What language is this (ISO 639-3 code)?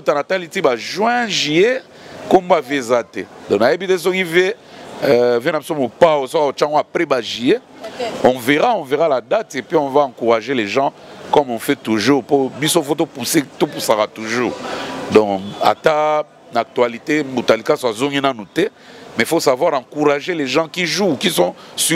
lin